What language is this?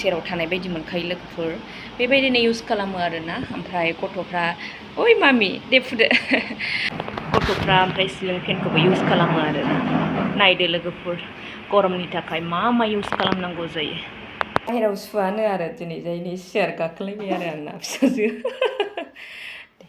Bodo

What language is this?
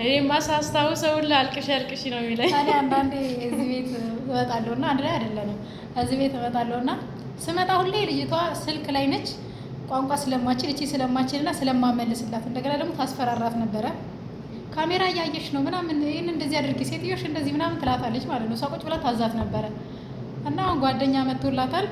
Amharic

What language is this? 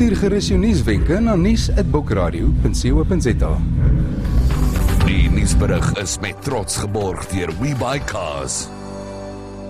Afrikaans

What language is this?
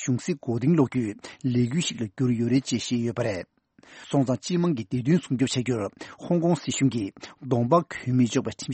Tibetan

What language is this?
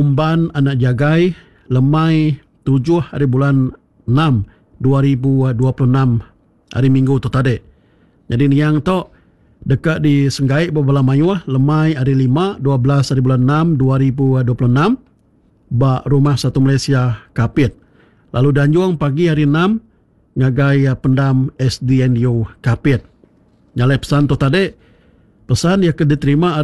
Iban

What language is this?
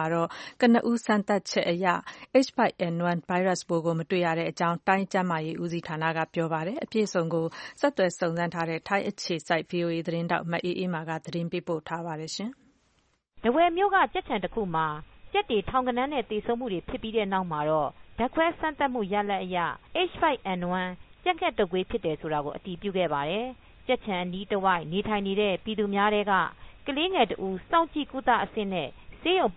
Burmese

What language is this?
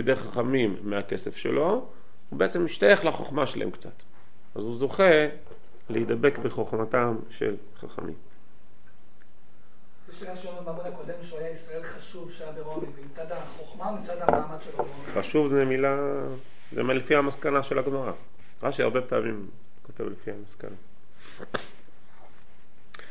Hebrew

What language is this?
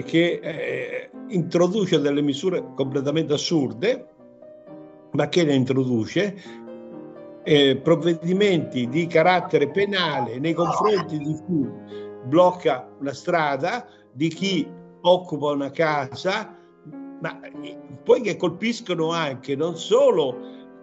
Italian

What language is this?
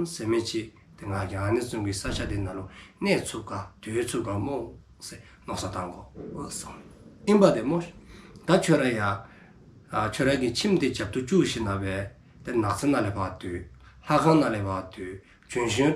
Dzongkha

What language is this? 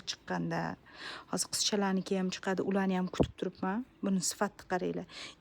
Uzbek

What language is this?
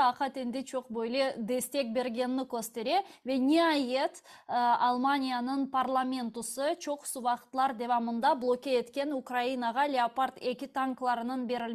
Crimean Tatar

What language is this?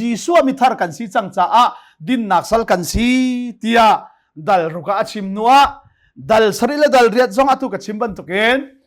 Hakha Chin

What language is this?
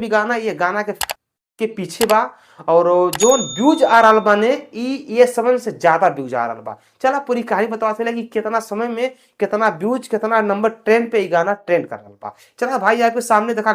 Bhojpuri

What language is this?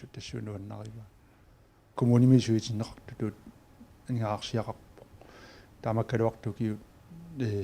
Kalaallisut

